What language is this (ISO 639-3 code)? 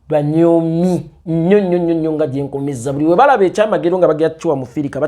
lug